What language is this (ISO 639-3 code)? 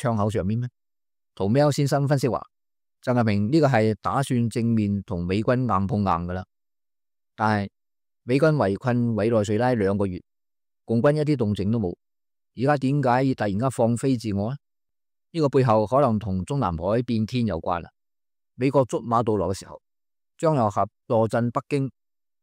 yue